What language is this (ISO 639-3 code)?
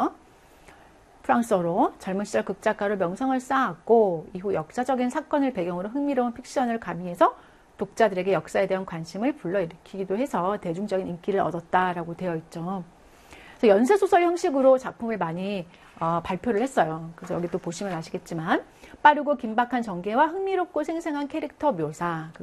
kor